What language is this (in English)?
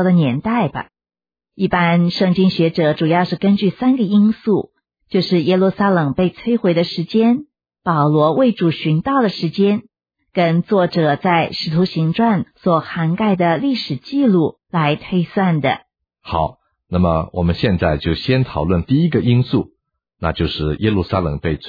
Chinese